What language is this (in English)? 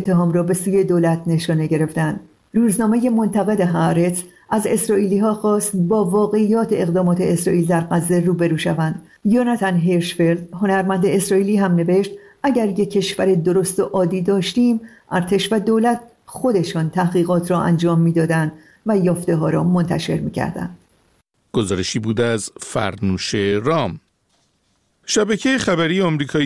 Persian